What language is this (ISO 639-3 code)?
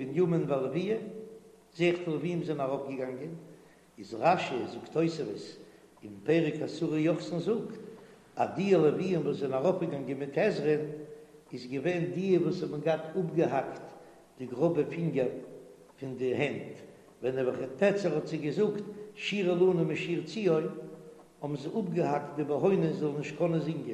yid